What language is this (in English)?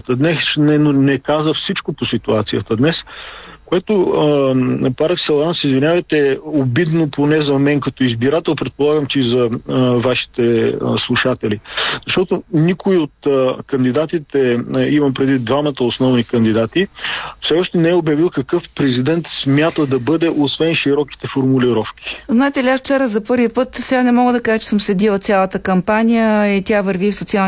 Bulgarian